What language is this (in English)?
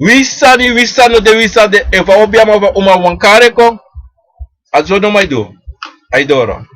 Sranan Tongo